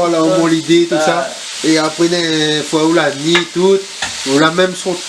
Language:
Réunion Creole French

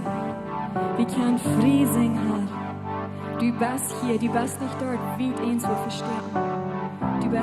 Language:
Plautdietsch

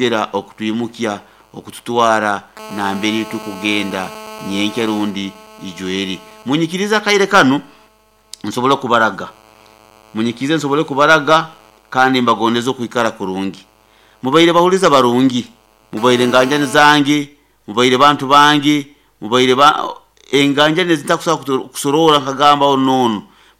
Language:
Nyoro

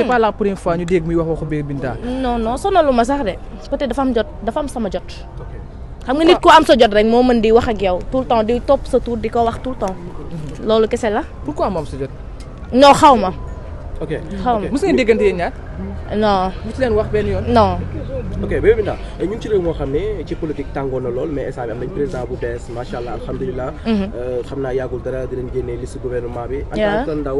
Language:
Wolof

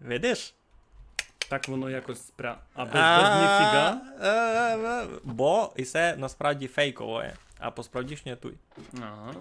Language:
Rusyn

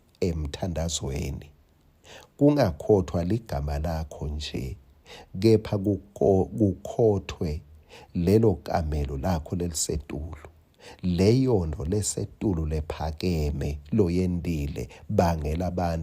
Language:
Swati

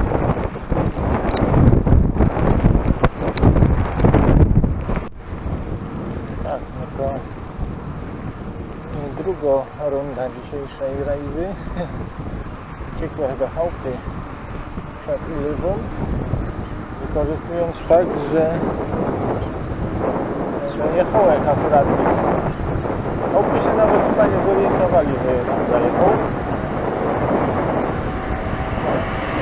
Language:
Polish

